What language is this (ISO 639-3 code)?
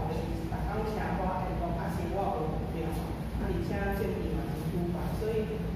nan